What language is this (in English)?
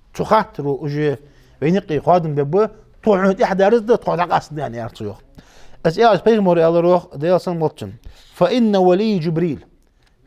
Ingush